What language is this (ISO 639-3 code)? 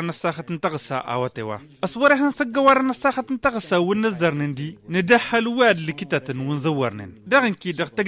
taq